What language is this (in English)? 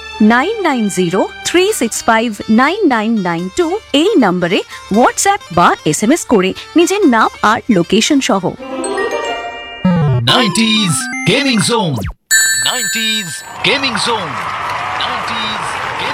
Bangla